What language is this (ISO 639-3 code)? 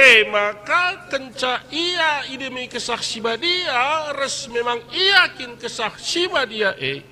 btx